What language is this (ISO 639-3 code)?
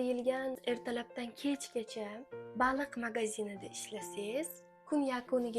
uzb